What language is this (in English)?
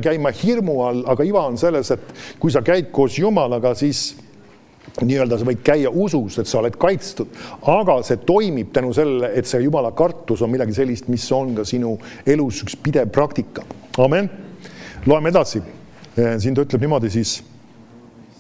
Estonian